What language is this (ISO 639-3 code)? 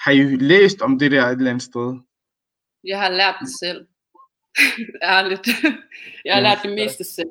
dan